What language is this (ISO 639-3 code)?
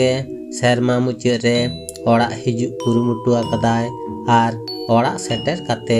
sat